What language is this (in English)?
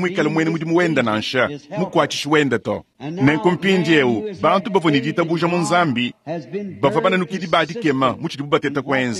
Luba-Lulua